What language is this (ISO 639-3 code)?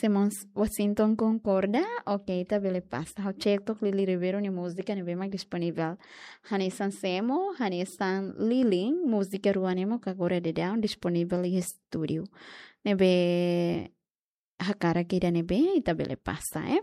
tet